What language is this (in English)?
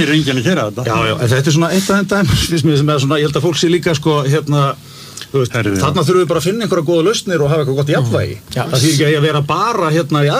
Icelandic